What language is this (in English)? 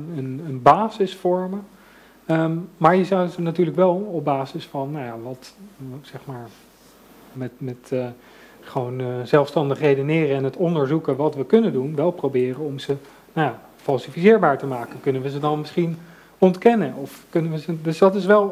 Dutch